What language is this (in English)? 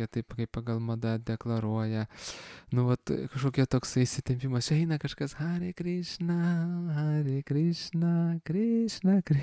Lithuanian